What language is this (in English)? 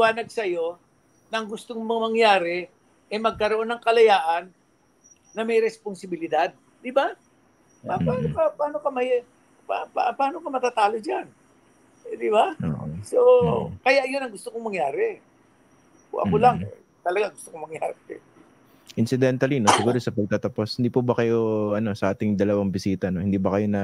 Filipino